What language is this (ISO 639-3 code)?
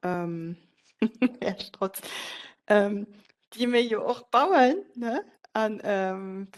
ltz